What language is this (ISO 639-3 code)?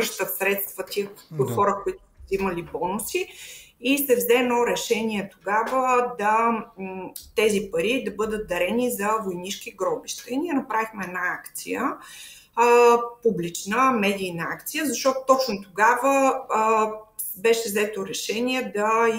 bul